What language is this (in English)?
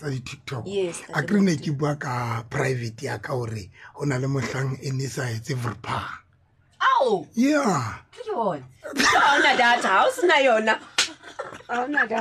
Tswana